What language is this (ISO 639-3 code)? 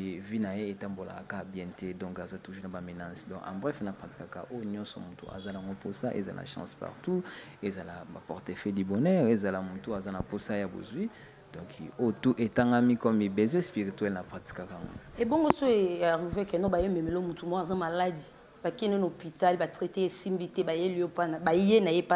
lin